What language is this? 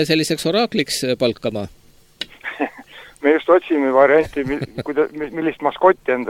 Estonian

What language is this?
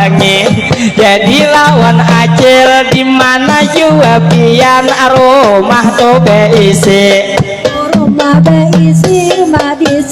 Banjar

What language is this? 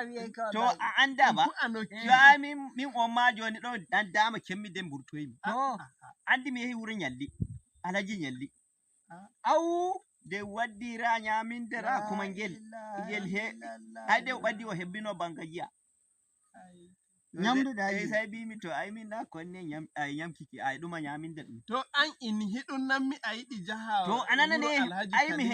Nigerian Fulfulde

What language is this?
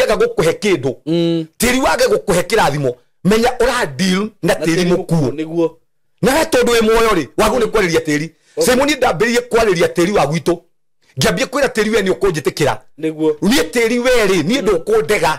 Kikuyu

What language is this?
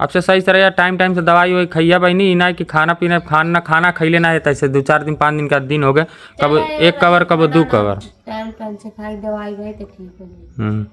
Bhojpuri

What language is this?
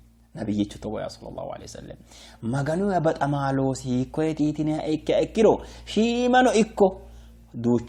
Sidamo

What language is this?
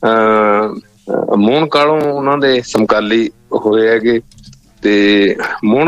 Punjabi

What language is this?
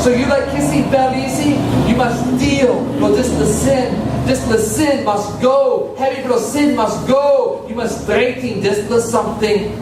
Tok Pisin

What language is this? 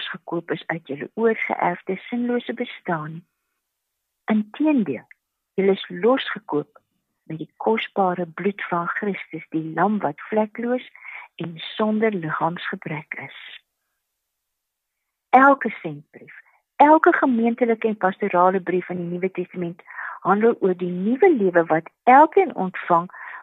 Afrikaans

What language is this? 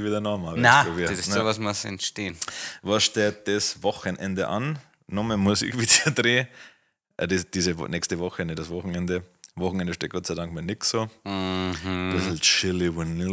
Bavarian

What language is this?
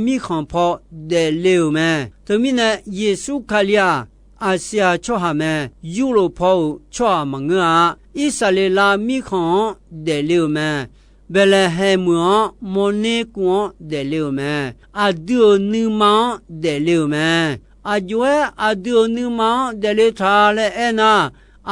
Akha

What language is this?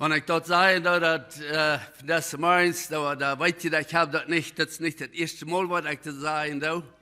Plautdietsch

